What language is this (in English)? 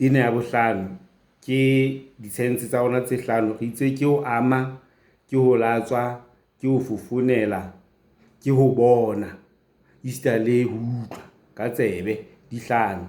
Southern Sotho